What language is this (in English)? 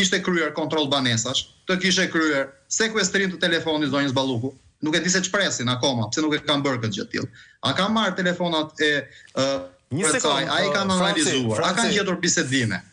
Albanian